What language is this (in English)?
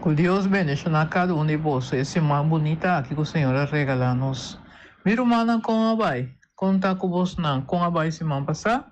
Papiamento